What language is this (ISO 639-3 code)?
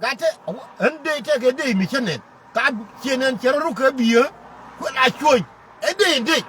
nus